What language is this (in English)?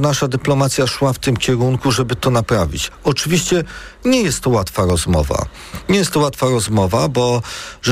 Polish